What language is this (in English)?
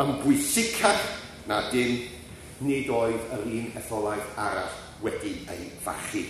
Welsh